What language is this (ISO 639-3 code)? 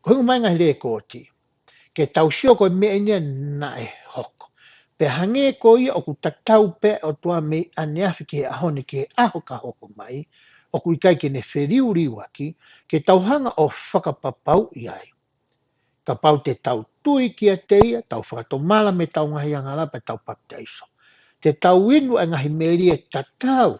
ton